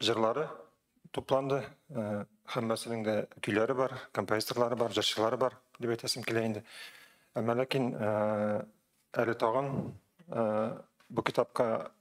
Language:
Tatar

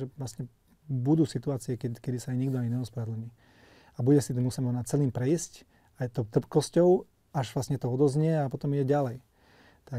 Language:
Slovak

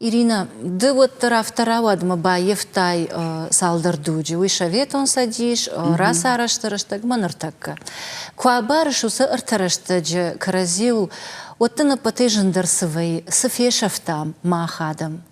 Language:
Ossetic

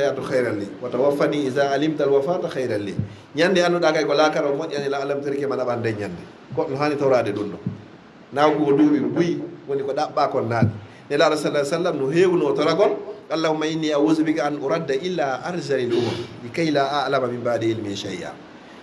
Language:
Fula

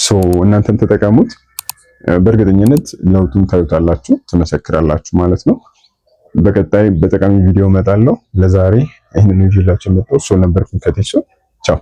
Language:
Amharic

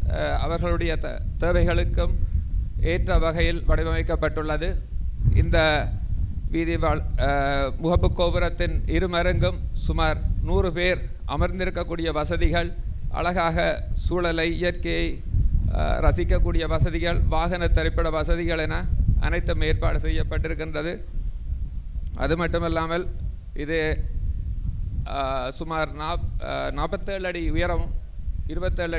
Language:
Tamil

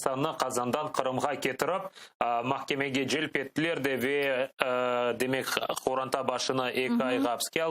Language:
Crimean Tatar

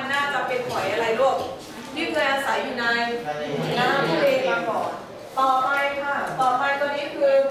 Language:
Thai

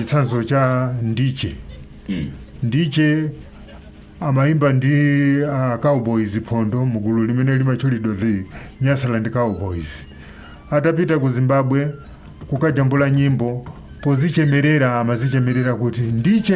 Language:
Nyanja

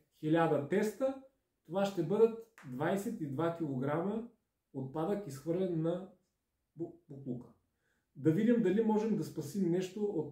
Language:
Bulgarian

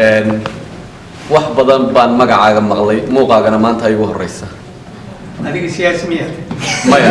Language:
Somali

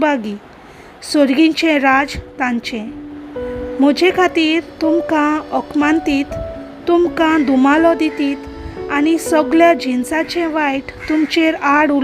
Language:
Konkani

